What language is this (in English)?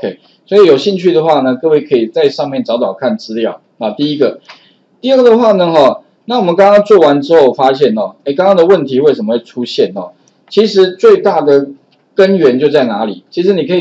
Chinese